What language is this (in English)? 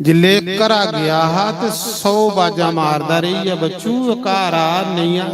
Dogri